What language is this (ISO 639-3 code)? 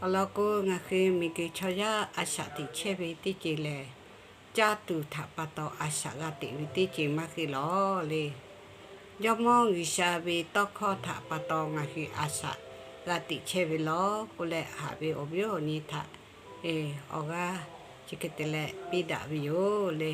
lhu